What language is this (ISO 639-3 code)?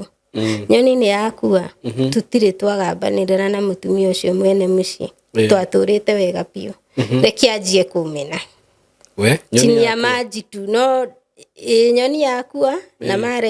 kik